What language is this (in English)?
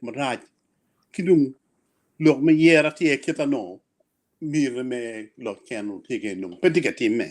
Acoli